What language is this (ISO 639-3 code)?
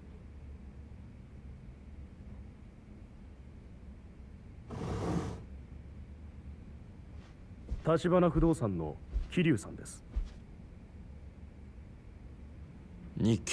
jpn